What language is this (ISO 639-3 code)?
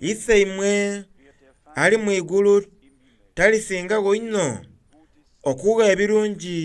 xog